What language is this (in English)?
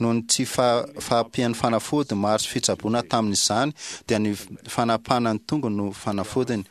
Malagasy